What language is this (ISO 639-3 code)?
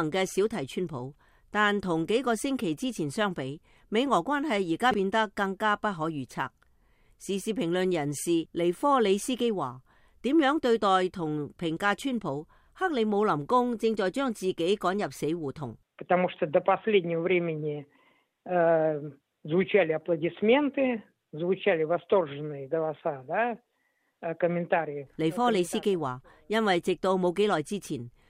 yue